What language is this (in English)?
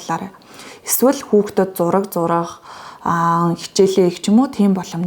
Mongolian